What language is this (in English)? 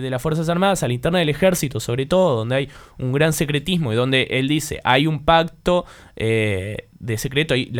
Spanish